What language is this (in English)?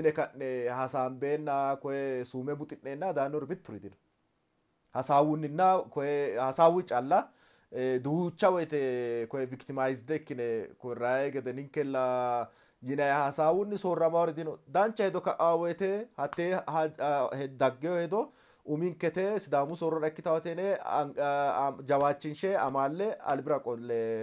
Sidamo